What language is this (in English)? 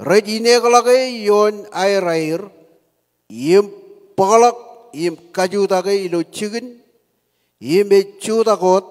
Marshallese